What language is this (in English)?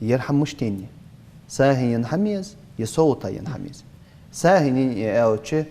Ingush